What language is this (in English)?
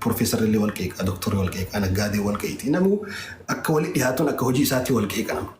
Oromo